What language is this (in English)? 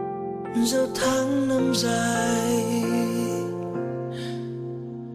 Vietnamese